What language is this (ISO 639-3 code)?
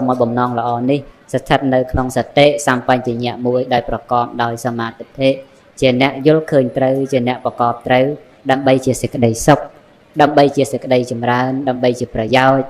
khm